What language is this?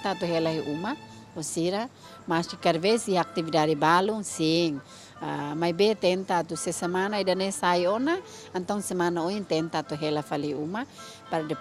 Tetum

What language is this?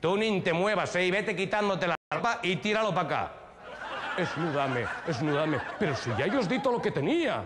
Asturian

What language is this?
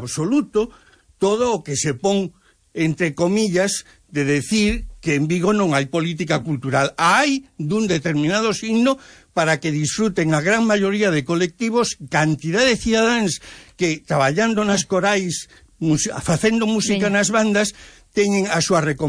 Galician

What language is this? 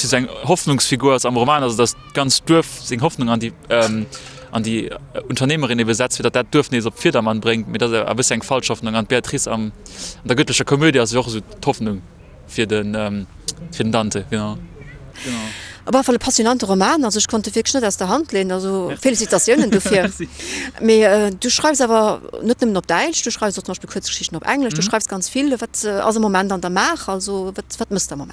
Luxembourgish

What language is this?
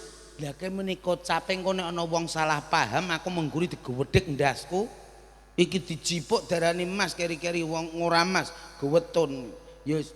Javanese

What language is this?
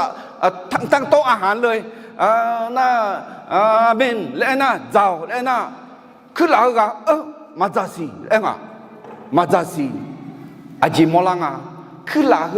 Akha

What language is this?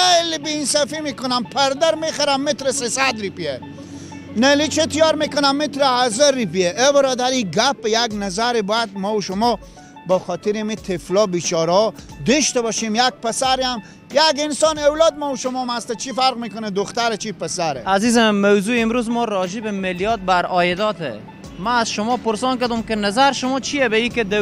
Persian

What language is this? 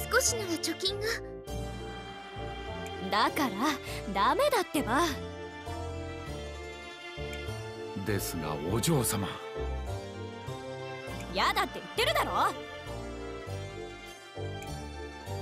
Japanese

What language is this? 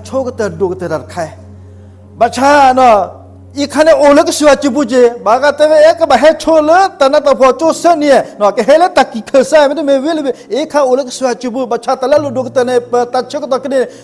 S'gaw Karen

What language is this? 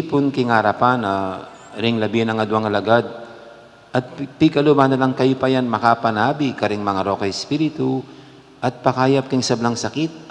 Pampanga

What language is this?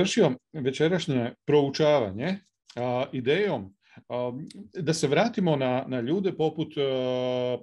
Croatian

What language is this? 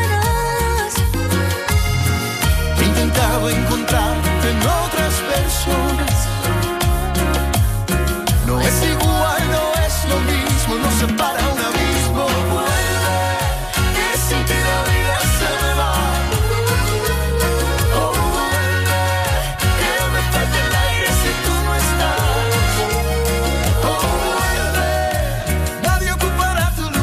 Spanish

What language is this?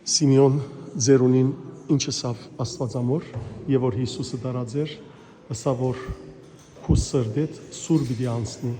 Western Armenian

